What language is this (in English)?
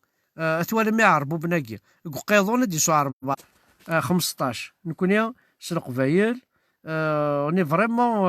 Kabyle